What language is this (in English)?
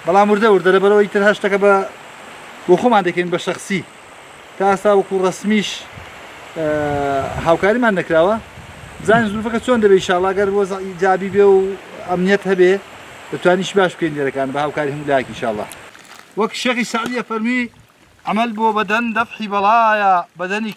Central Kurdish